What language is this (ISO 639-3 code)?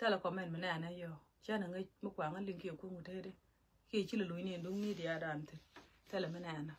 nus